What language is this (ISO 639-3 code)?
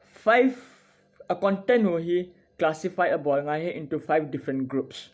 tcz